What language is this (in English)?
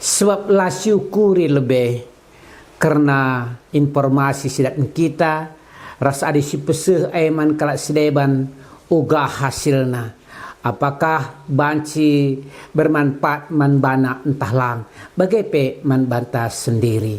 Batak Karo